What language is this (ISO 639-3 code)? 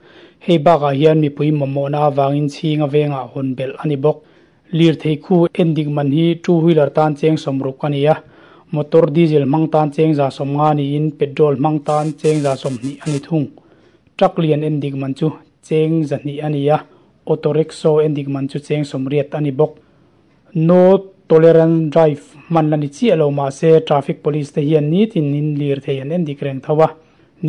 lus